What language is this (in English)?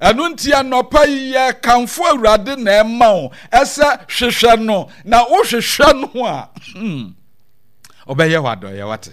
Akan